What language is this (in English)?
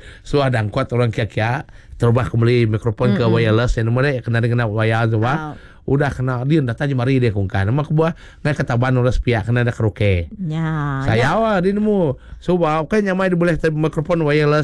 Iban